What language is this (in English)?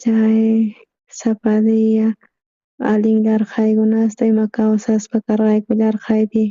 South Bolivian Quechua